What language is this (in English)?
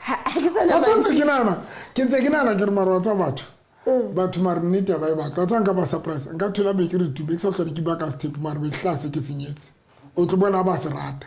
Southern Sotho